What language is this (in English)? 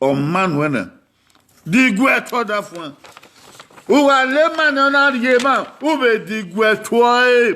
Bini